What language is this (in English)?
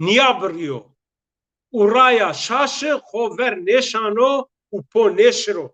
Zaza